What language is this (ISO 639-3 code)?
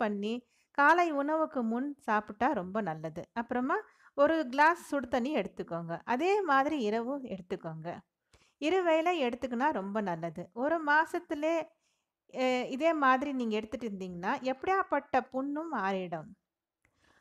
tam